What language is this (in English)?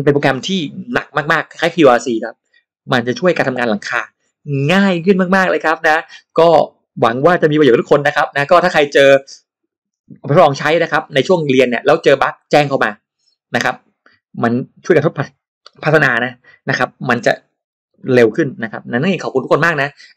Thai